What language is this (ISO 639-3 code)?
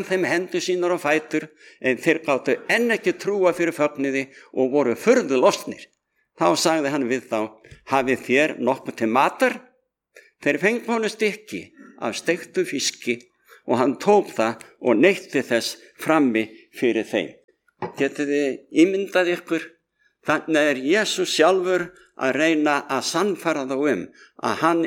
isl